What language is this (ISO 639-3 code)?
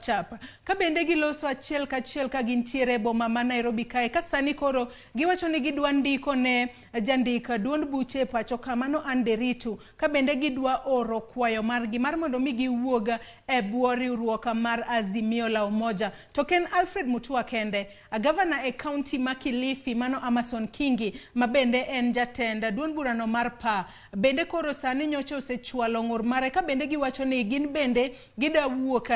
luo